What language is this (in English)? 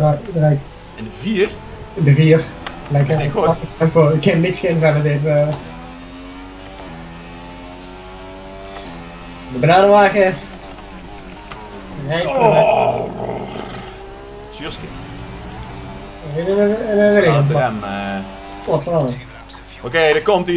Dutch